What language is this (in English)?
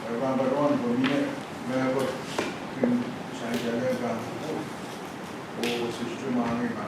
Pohnpeian